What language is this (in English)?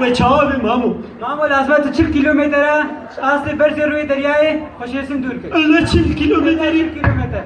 Kurdish